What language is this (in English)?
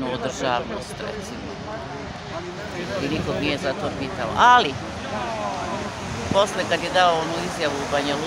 Serbian